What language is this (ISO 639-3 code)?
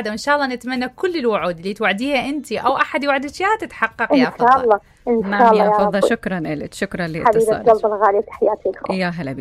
acm